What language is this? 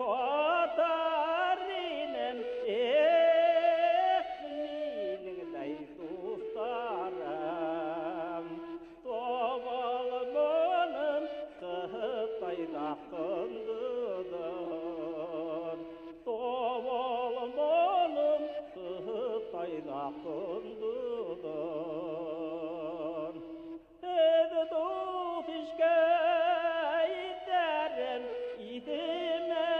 Bashkir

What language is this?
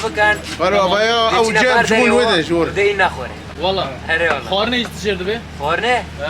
Kurdish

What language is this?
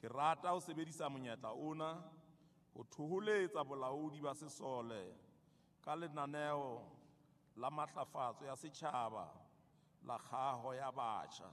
Southern Sotho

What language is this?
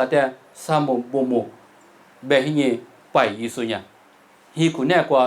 Lisu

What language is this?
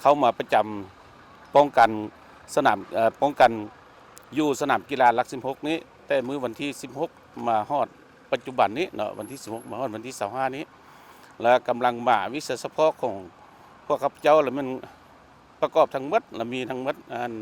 Lao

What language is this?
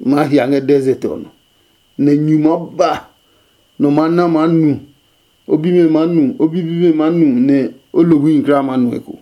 Adangme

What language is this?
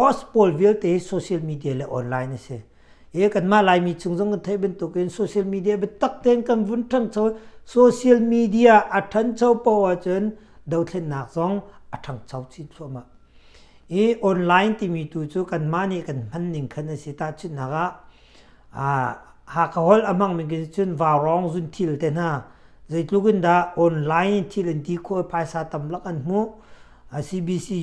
Hakha Chin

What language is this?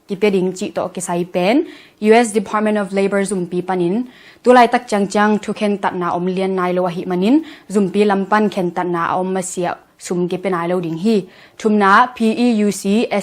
Tedim Chin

